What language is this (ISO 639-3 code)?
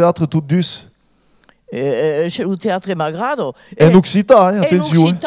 oci